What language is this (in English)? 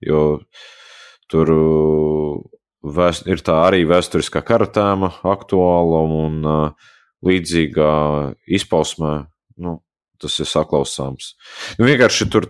Latvian